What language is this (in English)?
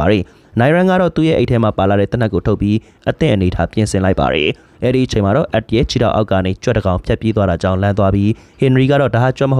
Burmese